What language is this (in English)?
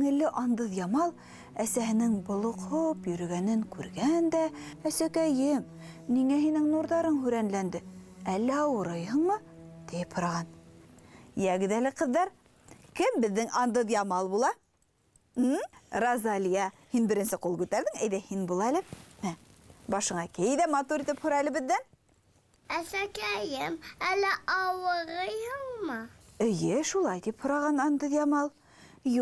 Bashkir